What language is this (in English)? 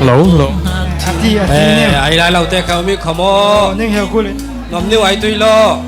Falam Chin